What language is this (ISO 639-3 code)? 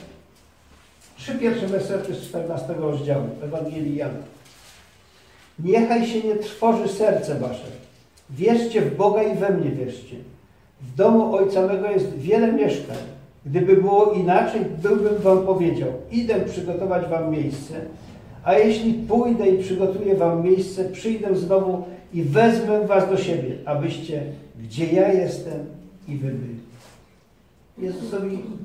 pol